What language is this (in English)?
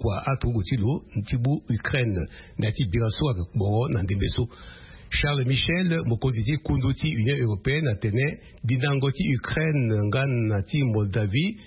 Sango